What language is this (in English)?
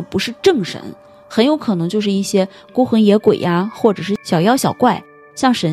Chinese